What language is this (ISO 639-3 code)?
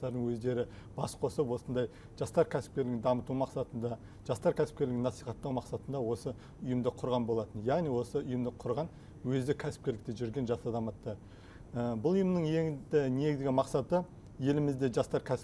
kaz